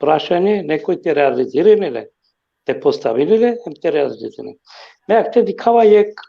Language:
Balkan Romani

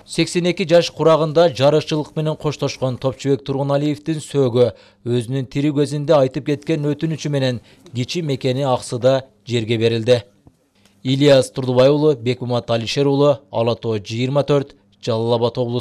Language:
Kyrgyz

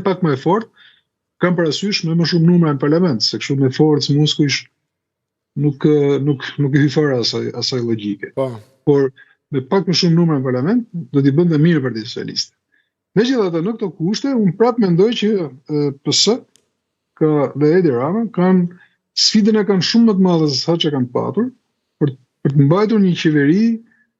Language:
Albanian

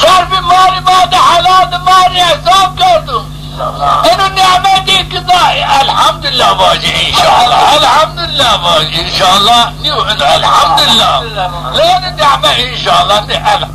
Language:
Zaza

